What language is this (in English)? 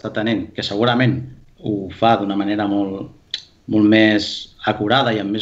Catalan